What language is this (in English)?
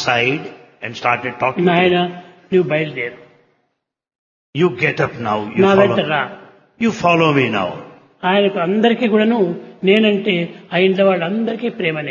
Telugu